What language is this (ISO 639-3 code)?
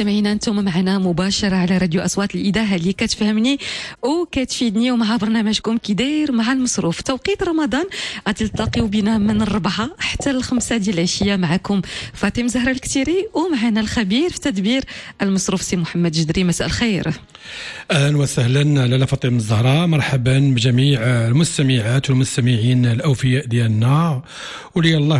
ary